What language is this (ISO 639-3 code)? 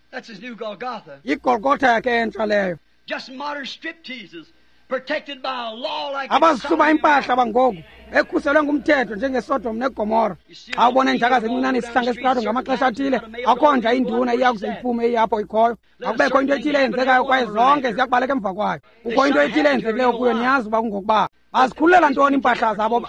xho